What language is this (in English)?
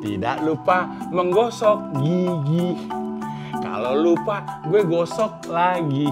Betawi